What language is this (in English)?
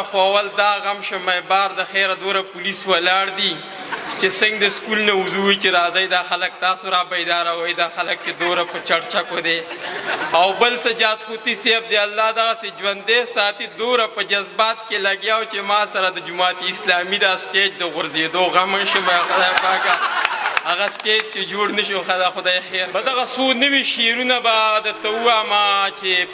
Pashto